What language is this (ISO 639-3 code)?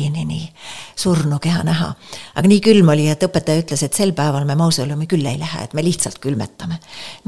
est